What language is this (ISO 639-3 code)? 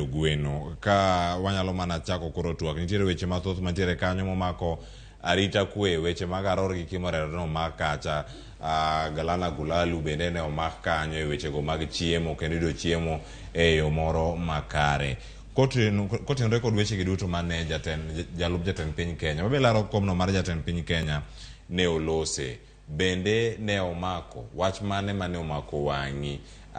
luo